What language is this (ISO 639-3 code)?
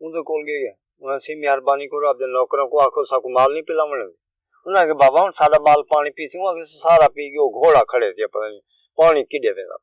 skr